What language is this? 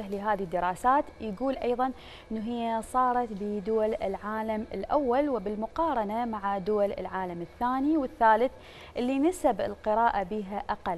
Mesopotamian Arabic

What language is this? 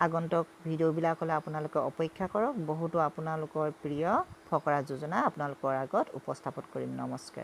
Assamese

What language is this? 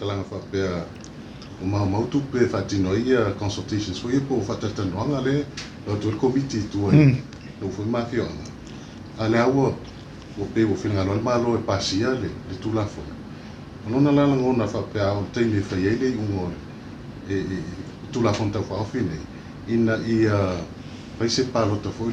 Samoan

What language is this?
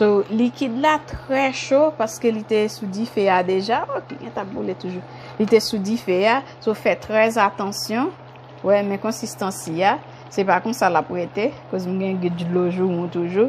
Haitian Creole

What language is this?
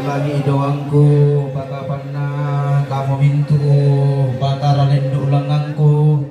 Toraja-Sa'dan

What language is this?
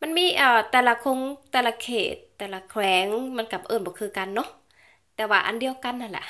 Lao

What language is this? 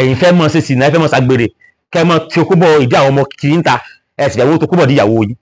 Yoruba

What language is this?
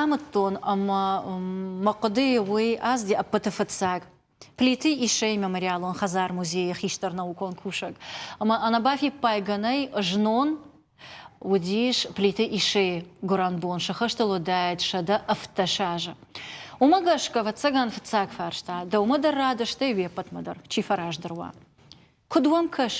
Ossetic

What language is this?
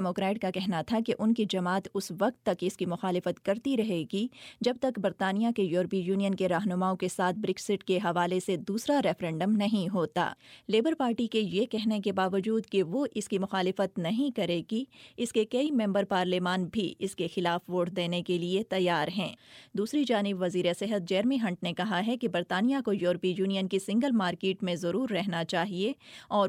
Urdu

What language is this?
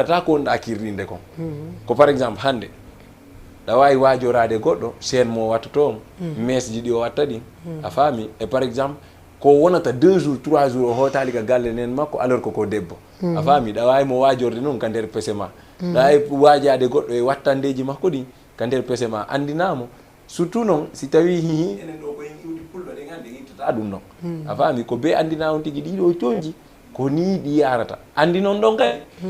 Fula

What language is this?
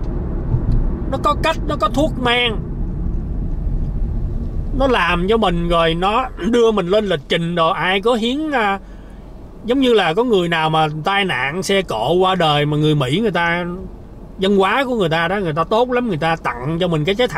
Vietnamese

